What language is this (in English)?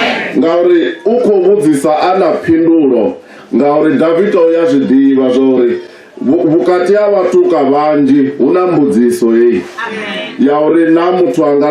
Venda